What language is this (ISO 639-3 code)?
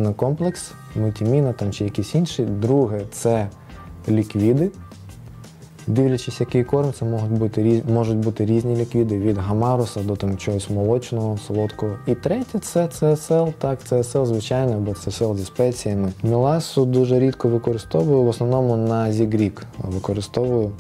ukr